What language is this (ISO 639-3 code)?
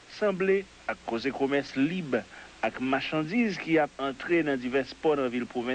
hat